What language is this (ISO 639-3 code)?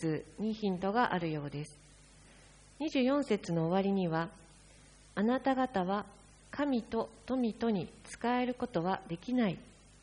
jpn